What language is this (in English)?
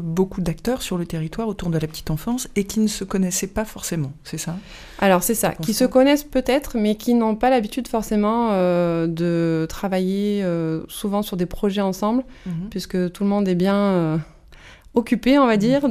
French